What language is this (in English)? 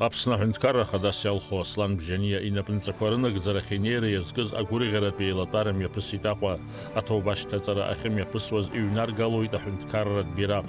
Abkhazian